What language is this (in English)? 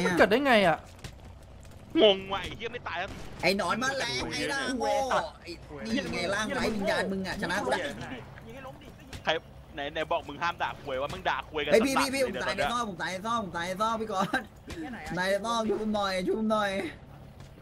Thai